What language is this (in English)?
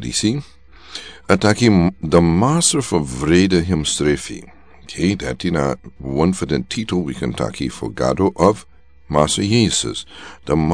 Sranan Tongo